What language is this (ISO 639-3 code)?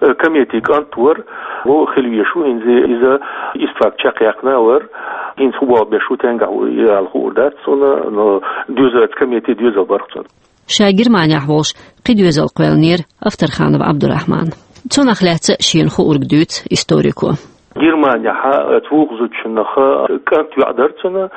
che